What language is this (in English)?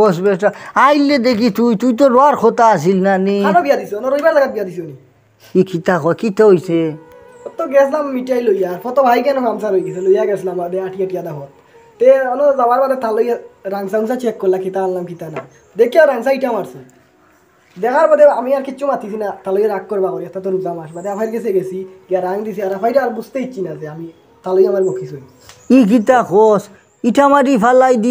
Sylheti